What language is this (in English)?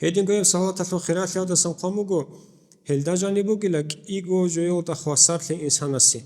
Avaric